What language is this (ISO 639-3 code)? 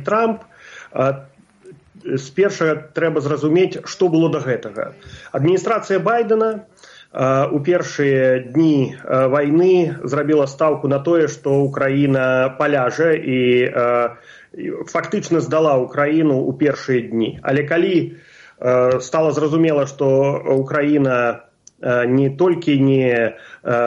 bel